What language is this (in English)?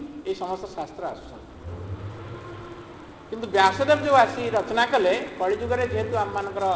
Odia